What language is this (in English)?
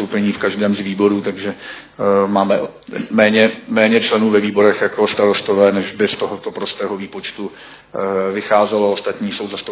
Czech